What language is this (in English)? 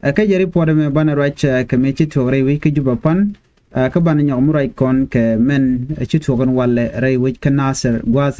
Nuer